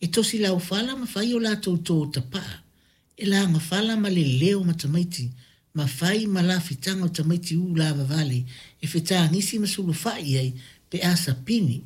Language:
Samoan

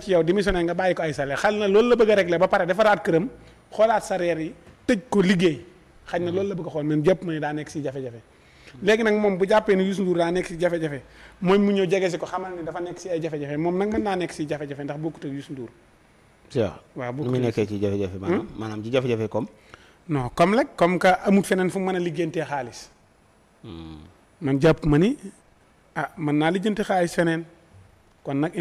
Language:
Wolof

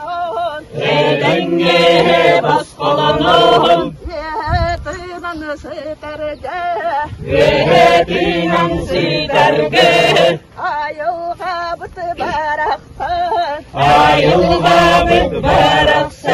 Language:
Yakut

